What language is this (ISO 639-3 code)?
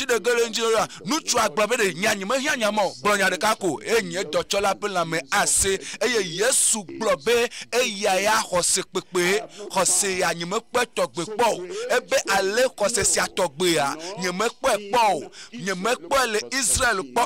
ewe